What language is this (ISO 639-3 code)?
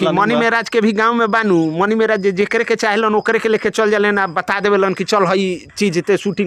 bho